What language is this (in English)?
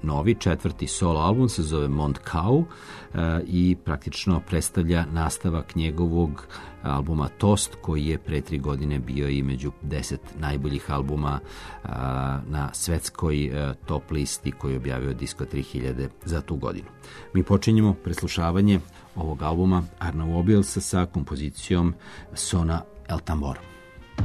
Serbian